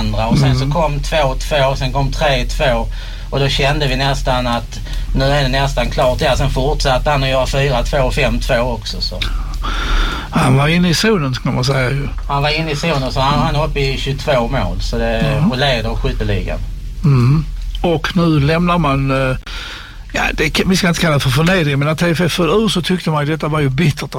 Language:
Swedish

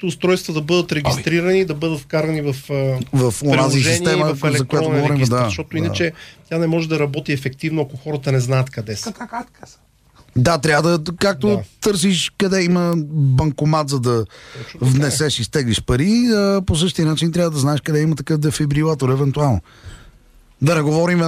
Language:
Bulgarian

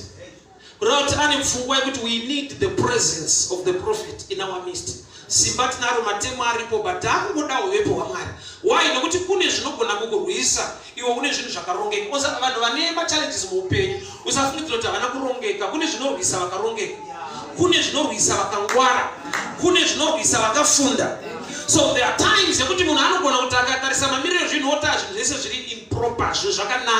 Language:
Shona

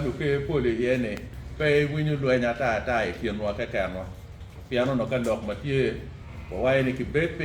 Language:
Acoli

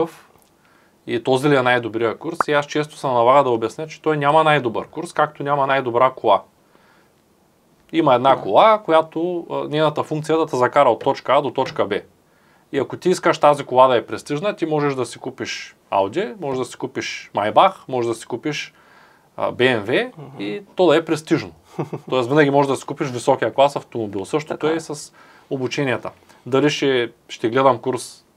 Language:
Bulgarian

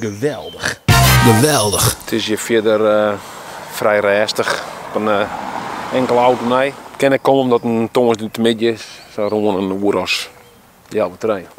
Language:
Western Frisian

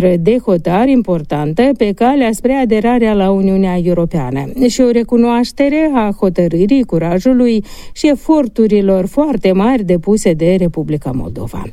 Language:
Romanian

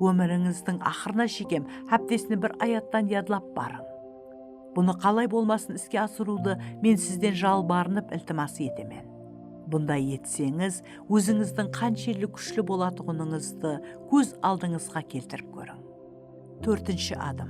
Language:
Kara-Kalpak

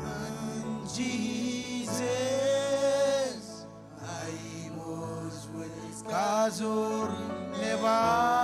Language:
Marshallese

